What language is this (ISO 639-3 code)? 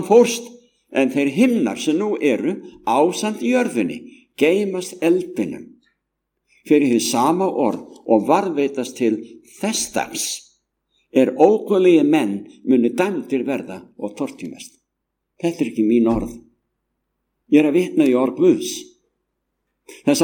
isl